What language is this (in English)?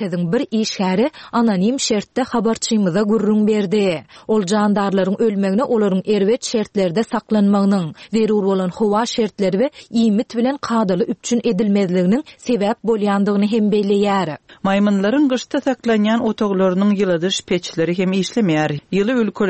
Turkmen